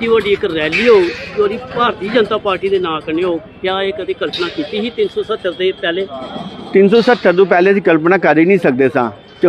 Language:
Dogri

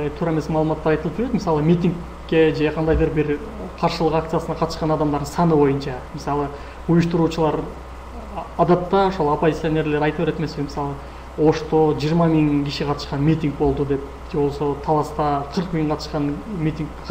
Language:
Kyrgyz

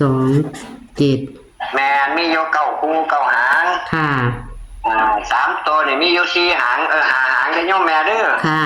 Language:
Northeastern Thai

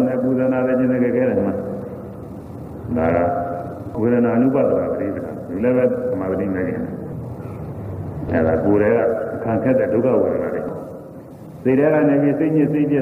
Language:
Burmese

